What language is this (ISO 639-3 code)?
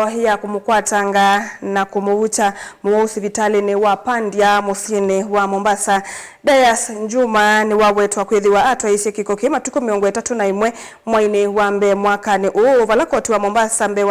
kam